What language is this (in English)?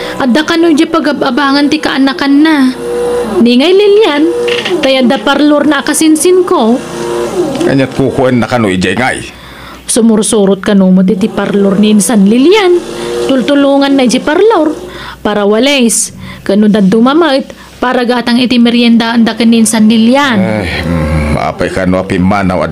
Iloko